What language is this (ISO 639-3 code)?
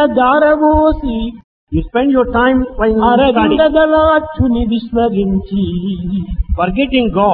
tel